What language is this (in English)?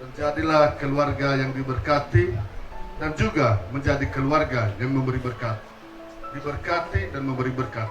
Nias